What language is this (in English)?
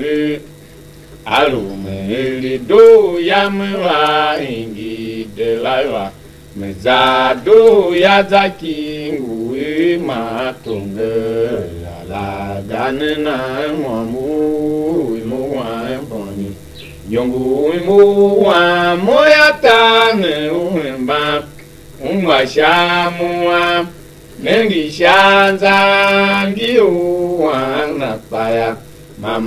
Tiv